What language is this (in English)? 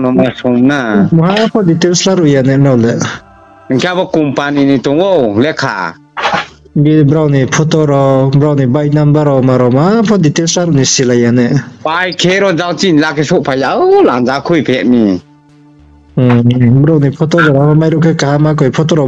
Riang (India)